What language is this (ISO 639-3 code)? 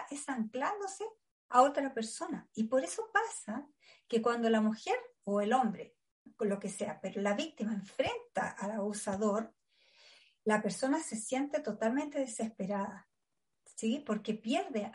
spa